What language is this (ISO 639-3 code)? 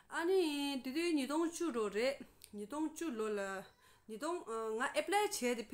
bod